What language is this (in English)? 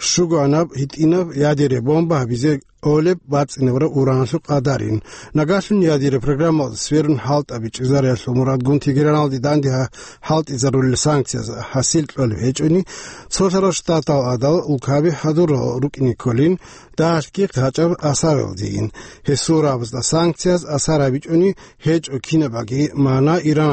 Avaric